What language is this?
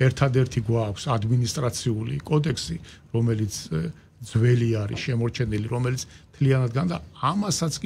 Georgian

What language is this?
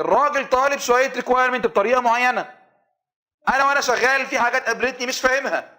Egyptian Arabic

